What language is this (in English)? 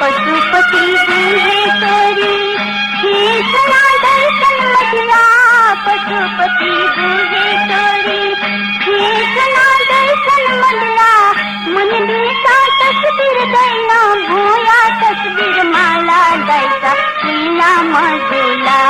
Newari